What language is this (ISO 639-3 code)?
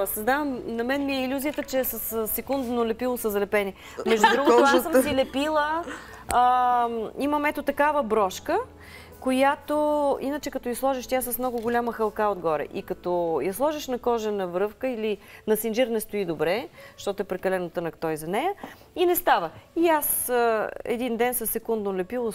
bul